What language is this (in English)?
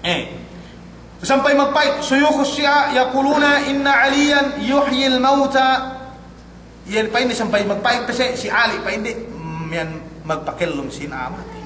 Yakan